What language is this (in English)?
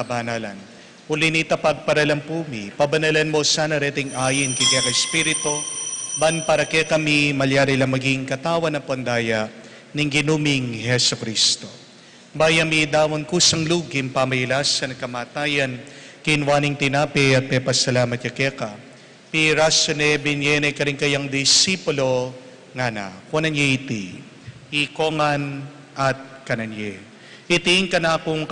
Pampanga